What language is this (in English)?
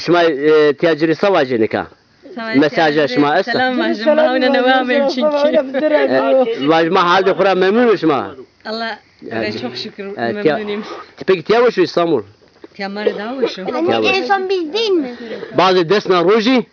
Zaza